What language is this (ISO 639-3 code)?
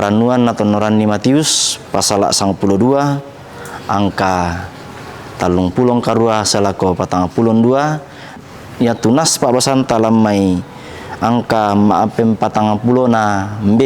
sda